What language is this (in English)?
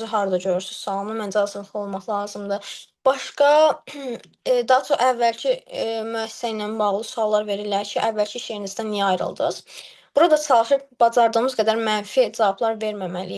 Azerbaijani